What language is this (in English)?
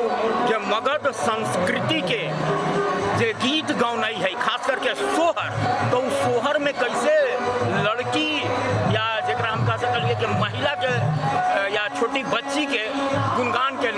Magahi